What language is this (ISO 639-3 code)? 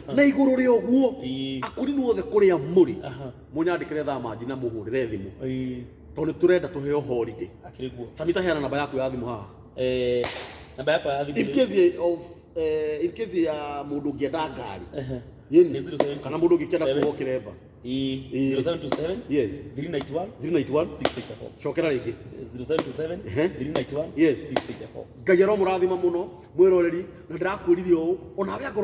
kik